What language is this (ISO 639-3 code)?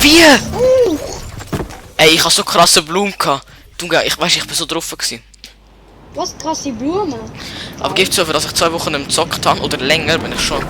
gsw